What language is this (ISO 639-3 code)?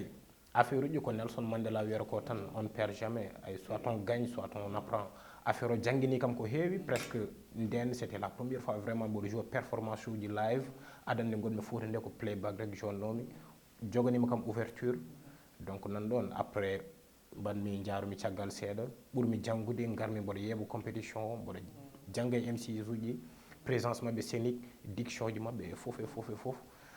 ful